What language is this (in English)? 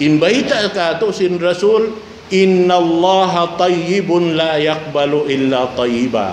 Tausug